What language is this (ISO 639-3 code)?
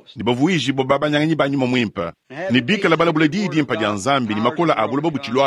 lua